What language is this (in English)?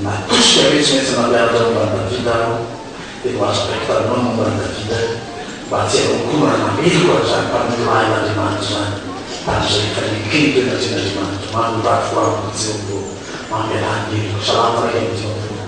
Malagasy